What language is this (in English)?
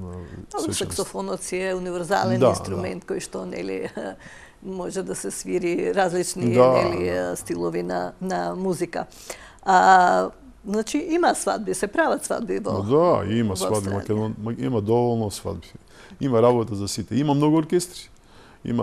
Macedonian